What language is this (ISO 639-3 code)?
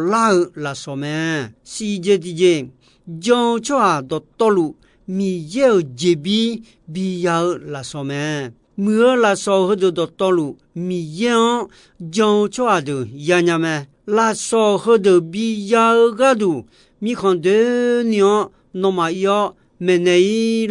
ahk